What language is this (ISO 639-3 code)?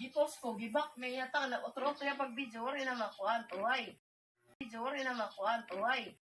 war